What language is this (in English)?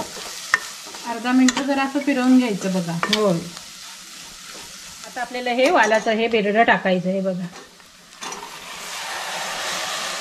Marathi